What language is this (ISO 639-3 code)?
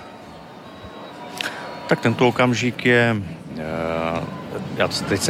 ces